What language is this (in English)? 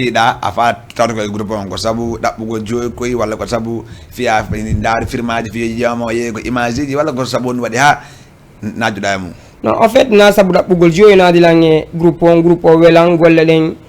Fula